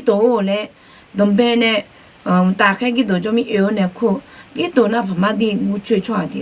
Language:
Akha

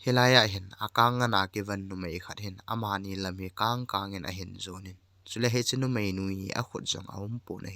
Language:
Thado Chin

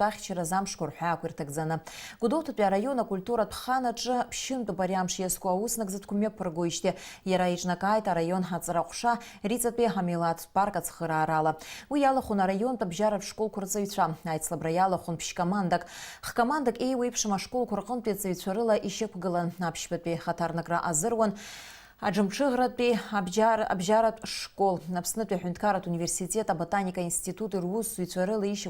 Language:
Abkhazian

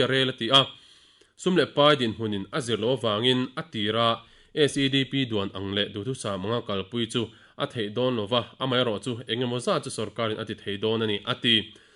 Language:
Mizo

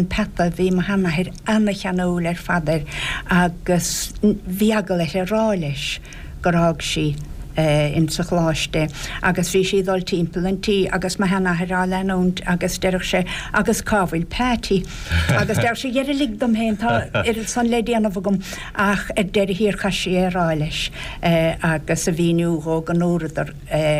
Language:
Irish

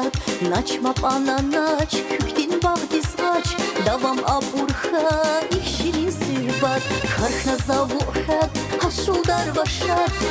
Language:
Tabassaran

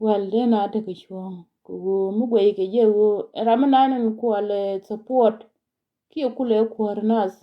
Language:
Nuer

